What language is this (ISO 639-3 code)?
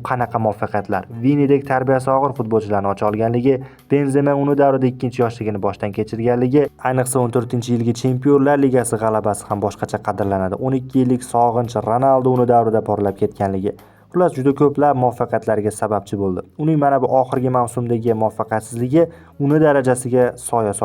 uzb